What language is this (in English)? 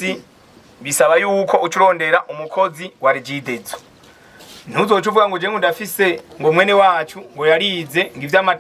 Rundi